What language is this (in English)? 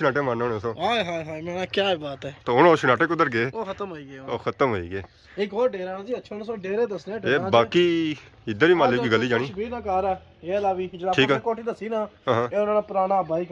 Pahari-Potwari